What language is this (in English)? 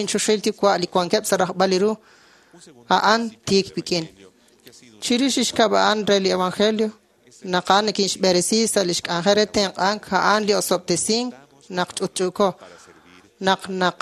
Kekchí